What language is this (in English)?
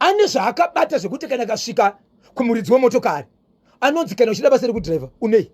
Shona